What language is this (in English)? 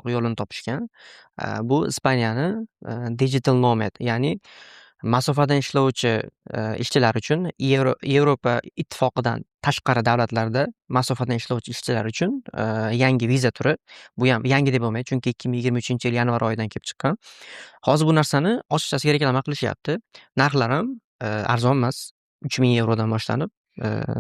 Uzbek